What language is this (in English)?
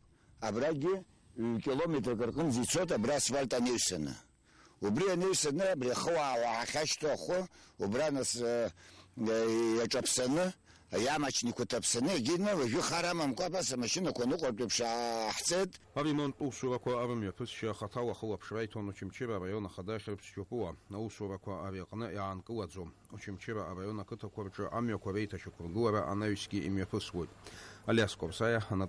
Abkhazian